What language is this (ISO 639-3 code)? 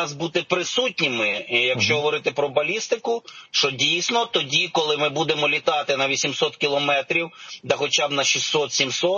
ukr